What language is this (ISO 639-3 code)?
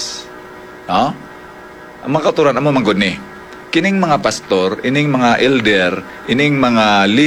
hil